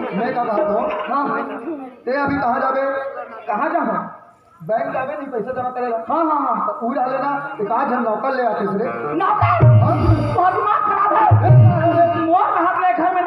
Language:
Chhattisgarhi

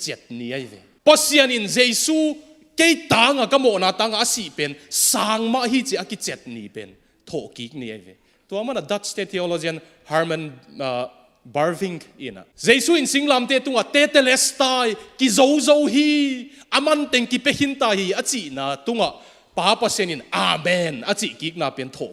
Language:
Tedim Chin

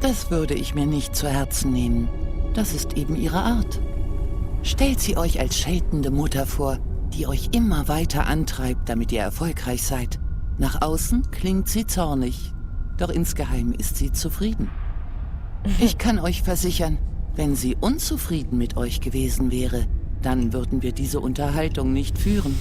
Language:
Swiss German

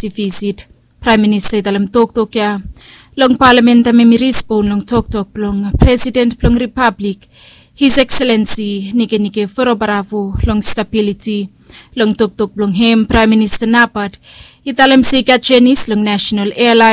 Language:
Bislama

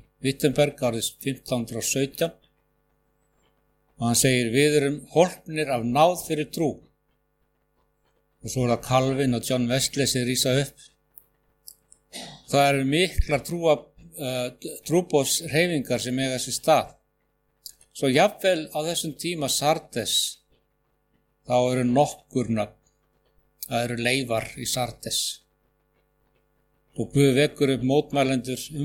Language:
Icelandic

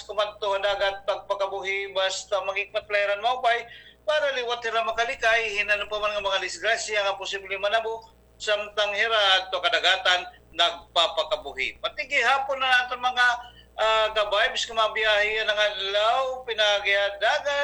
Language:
Waray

